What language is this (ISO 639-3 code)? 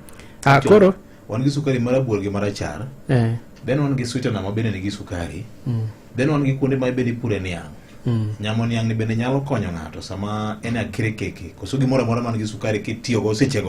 luo